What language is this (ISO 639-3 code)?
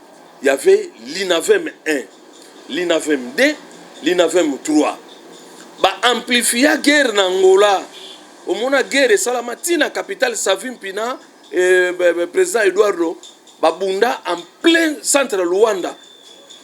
lin